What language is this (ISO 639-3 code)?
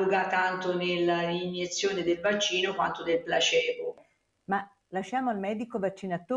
ita